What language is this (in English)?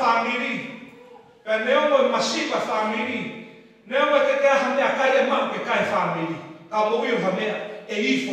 Tongan